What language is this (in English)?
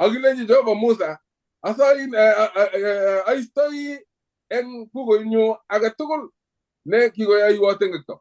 Kalenjin